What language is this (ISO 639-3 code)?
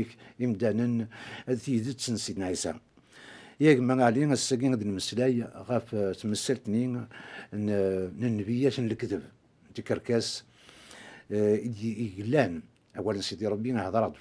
kab